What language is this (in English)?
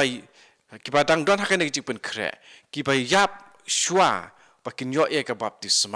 Khasi